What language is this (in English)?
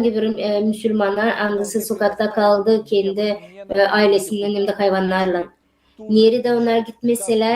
Gagauz